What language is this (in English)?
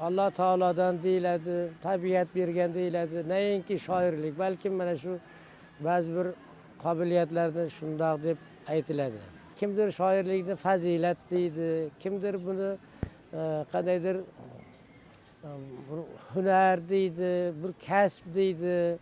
Uzbek